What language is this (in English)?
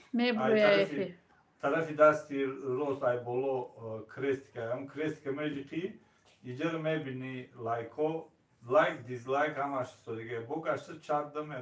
Tajik